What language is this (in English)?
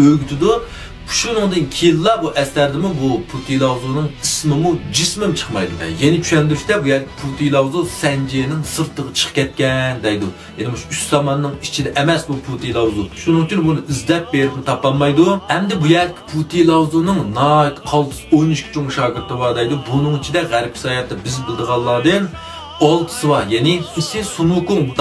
Uyghur